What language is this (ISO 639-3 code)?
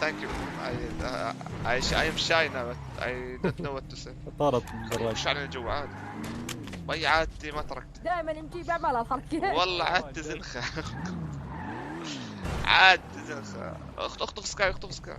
apc